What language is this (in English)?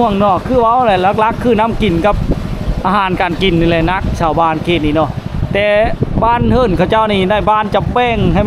Lao